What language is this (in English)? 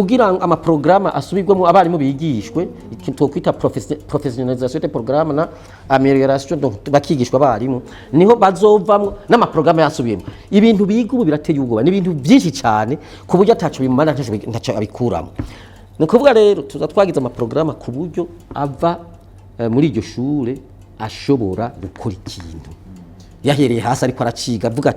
Rundi